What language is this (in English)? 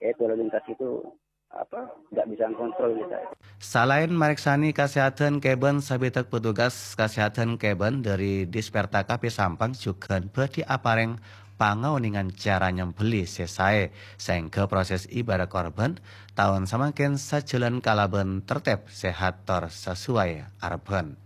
Madurese